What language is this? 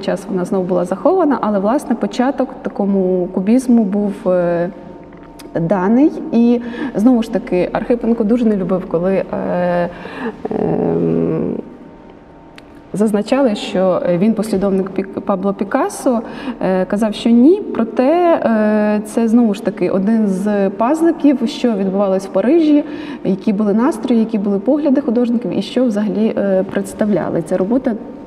Ukrainian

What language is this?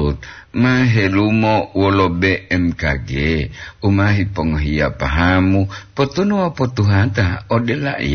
Gorontalo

